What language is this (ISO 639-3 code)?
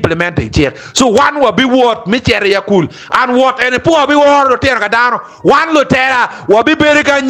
ach